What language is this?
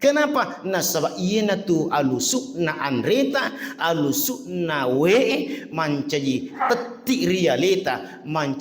Buginese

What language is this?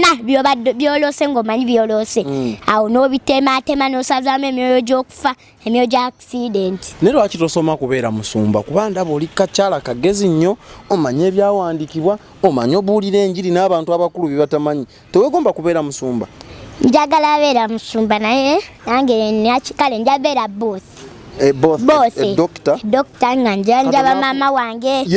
Ganda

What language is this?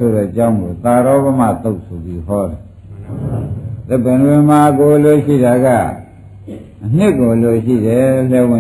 Burmese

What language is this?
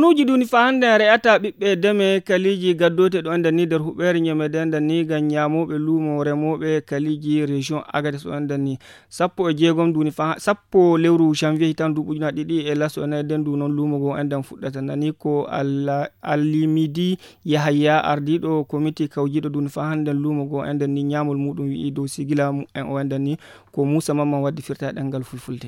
Fula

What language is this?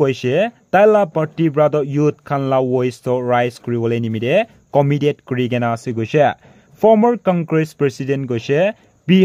Naga Pidgin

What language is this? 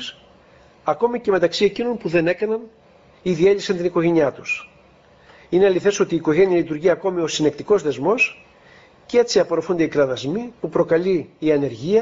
Greek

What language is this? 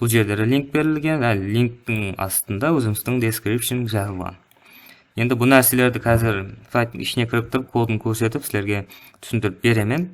Kara-Kalpak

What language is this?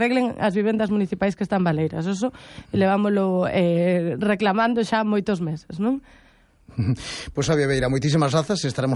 Galician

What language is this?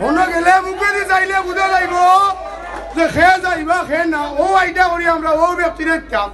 Sylheti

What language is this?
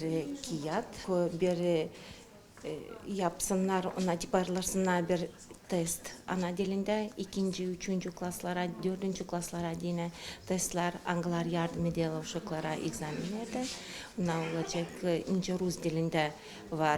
Gagauz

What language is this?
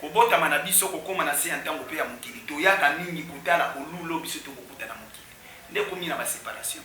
Lingala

